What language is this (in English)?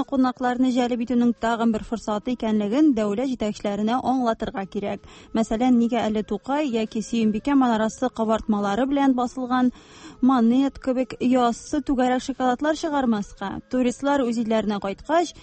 Tatar